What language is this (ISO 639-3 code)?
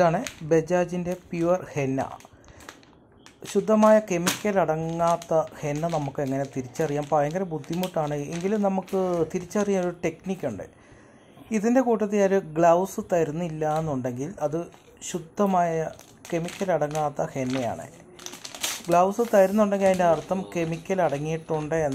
mal